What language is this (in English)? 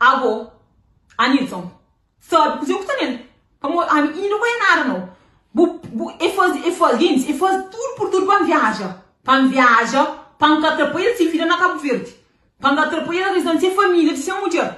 Kabuverdianu